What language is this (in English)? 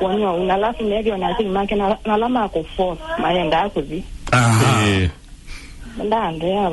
Kamba